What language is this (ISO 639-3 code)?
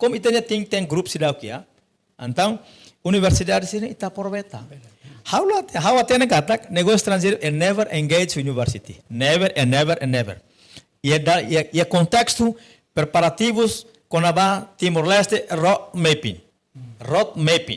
tet